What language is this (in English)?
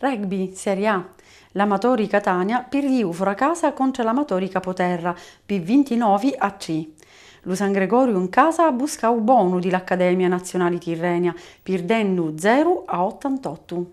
Sicilian